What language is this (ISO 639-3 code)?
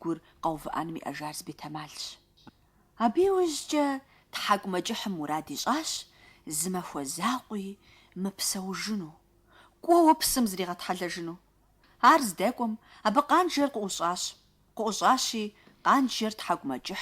kbd